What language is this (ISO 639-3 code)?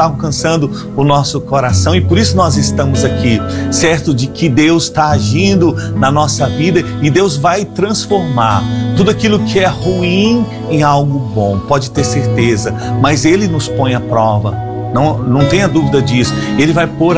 por